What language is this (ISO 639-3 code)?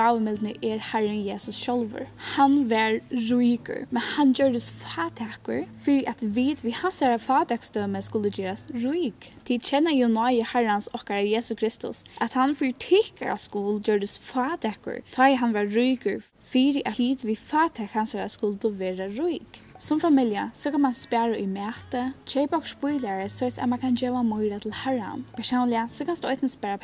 fao